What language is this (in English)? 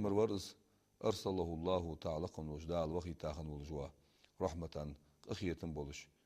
Ingush